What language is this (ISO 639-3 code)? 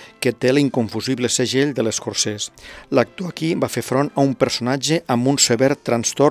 cat